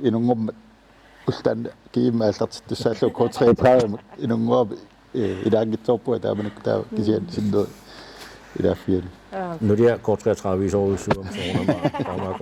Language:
Kalaallisut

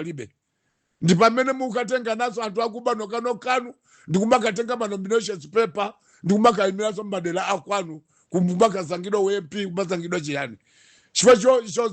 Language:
Nyanja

